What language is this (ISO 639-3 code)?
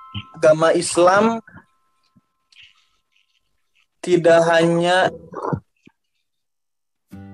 ind